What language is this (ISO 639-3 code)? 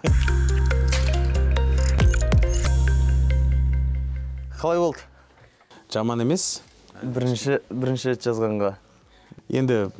kaz